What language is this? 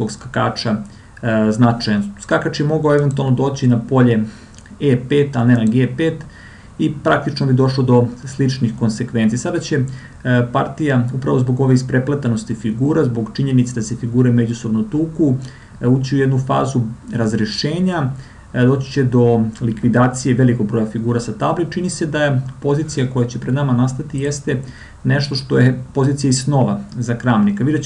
Serbian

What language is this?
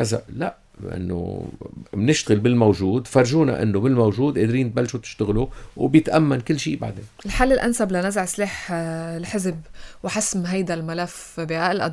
North Levantine Arabic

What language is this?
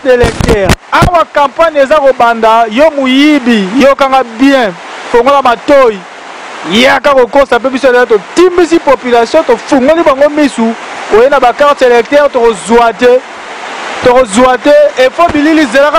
Lingala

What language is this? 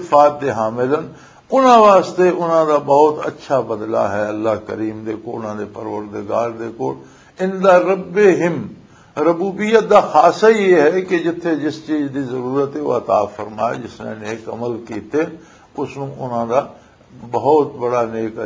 Western Panjabi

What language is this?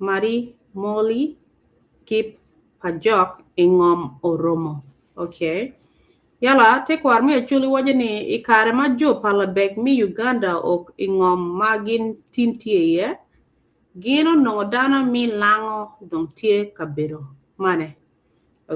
Acoli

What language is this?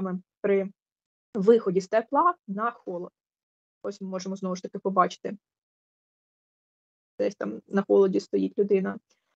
Ukrainian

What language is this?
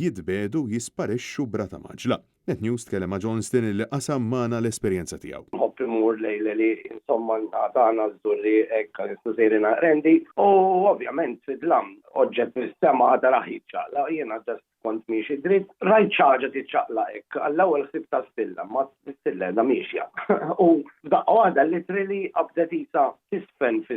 Maltese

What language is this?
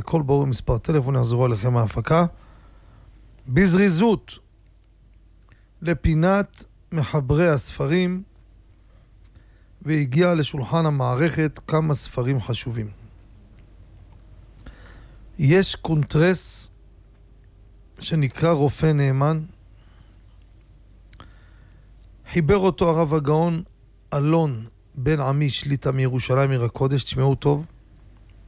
Hebrew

